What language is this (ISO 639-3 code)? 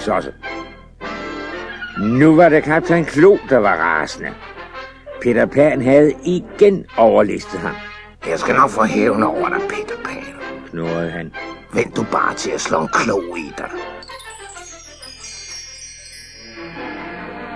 dan